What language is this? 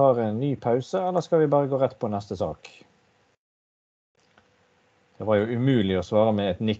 Norwegian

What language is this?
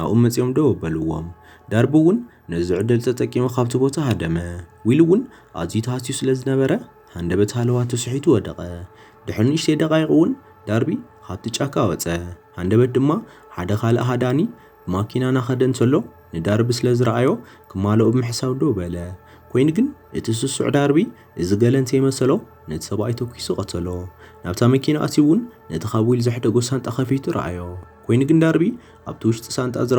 Tigrinya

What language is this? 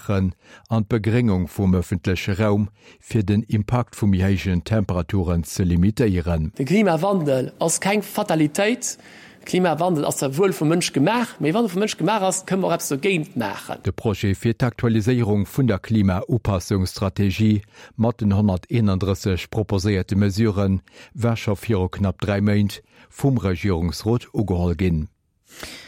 Luxembourgish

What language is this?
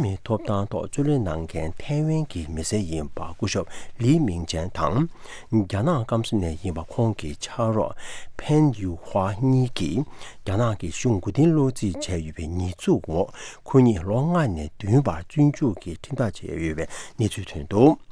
Tibetan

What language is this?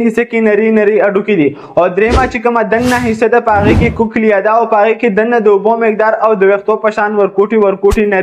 Pashto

